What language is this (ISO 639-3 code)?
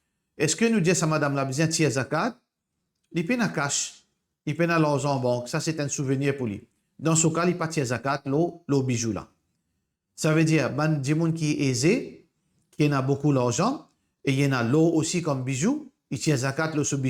mfe